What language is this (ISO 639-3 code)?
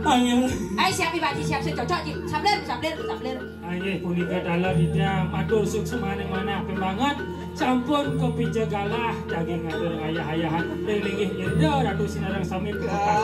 ban